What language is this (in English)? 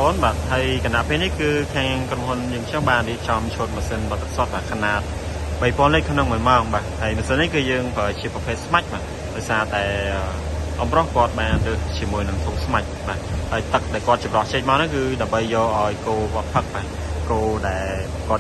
Khmer